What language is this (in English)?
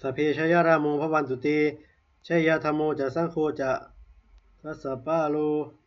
Pali